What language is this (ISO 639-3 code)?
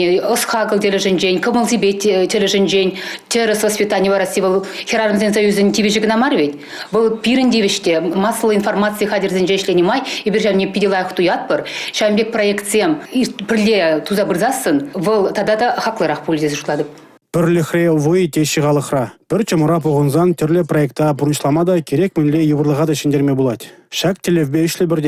chv